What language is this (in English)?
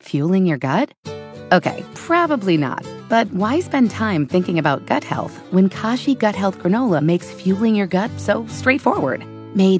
English